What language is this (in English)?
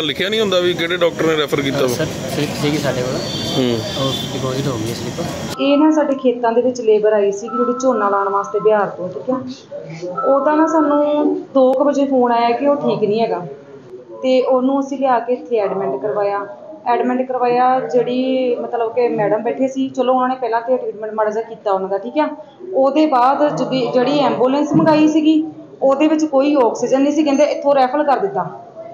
Punjabi